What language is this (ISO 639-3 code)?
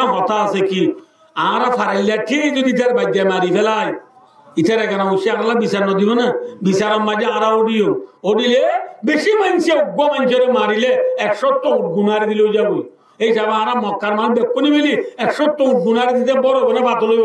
rhg